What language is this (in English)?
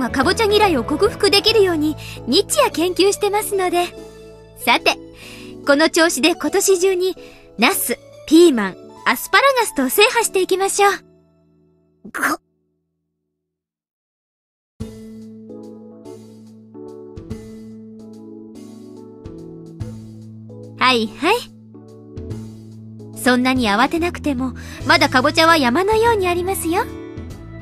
Japanese